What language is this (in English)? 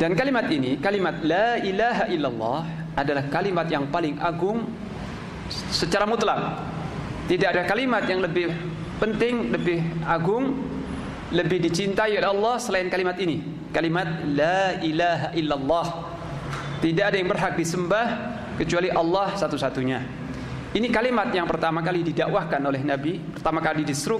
Indonesian